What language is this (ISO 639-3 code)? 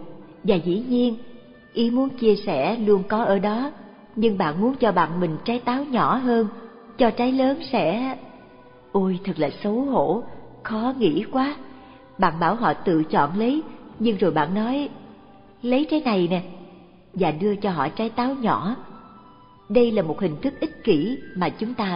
vie